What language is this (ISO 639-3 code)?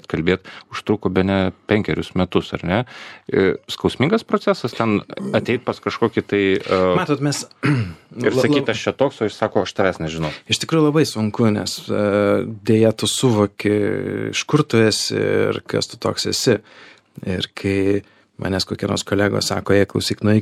lit